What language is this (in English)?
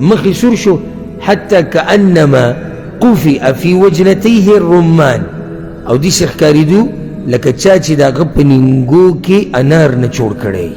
Pashto